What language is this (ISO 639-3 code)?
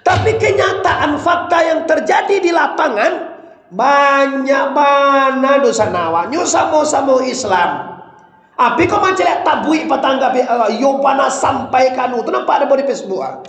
min